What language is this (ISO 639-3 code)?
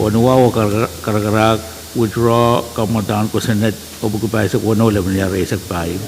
pon